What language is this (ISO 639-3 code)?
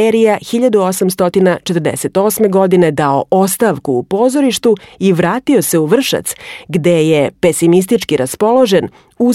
srp